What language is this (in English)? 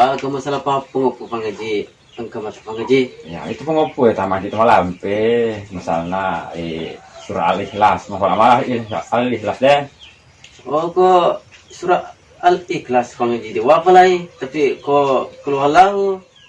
Buginese